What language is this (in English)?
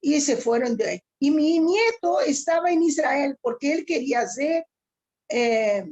Ladino